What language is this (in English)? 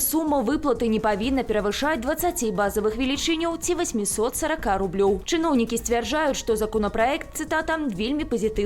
Belarusian